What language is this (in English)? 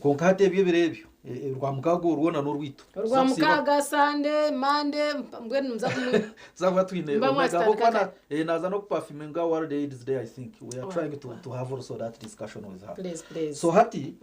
Nyankole